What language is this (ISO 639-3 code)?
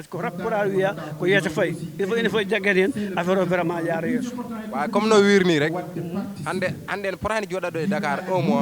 ful